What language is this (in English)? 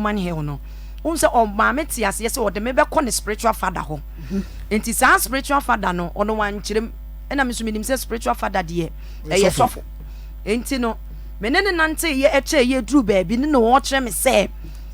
Akan